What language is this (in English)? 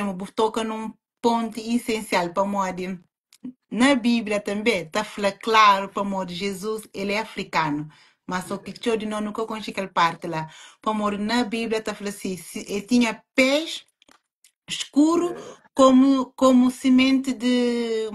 Kabuverdianu